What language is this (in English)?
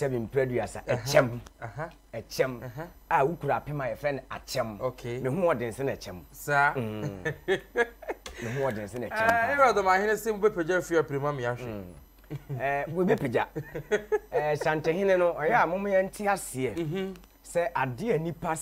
Akan